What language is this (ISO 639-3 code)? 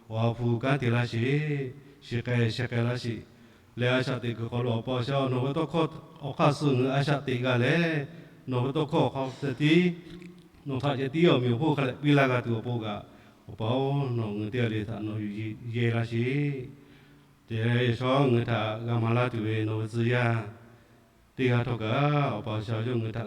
lhu